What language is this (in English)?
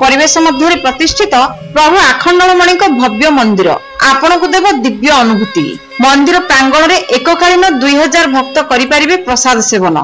Odia